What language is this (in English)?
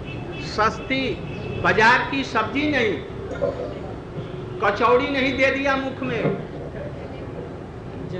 Hindi